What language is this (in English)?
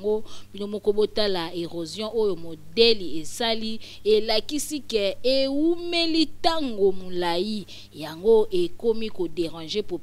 Lingala